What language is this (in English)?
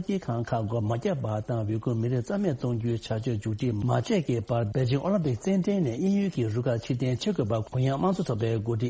Tibetan